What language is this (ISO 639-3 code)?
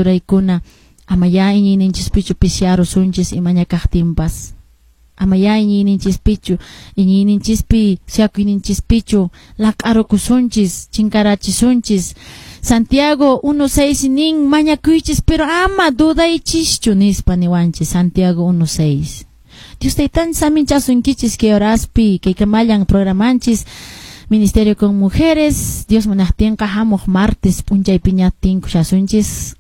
que